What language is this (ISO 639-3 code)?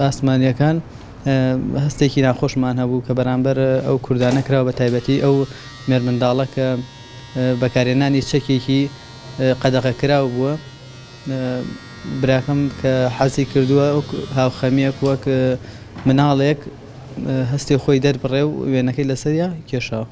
ckb